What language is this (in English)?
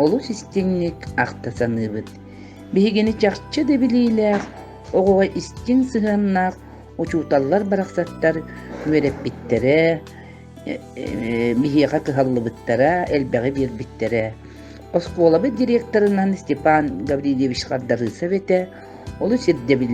Yakut